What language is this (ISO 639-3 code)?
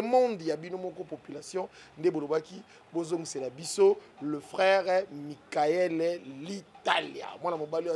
lin